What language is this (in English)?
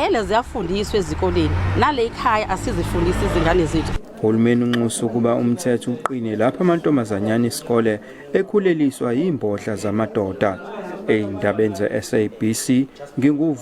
Zulu